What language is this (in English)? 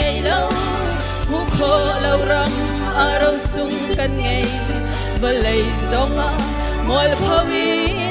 Hakha Chin